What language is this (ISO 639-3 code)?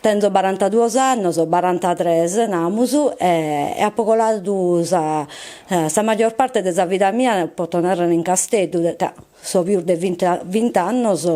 srd